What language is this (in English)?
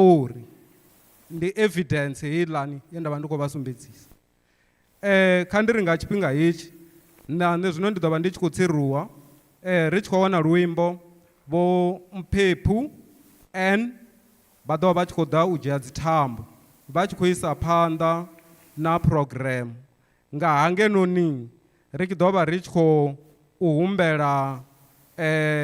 Venda